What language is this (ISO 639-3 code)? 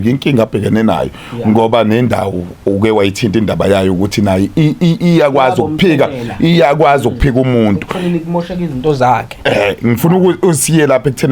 zul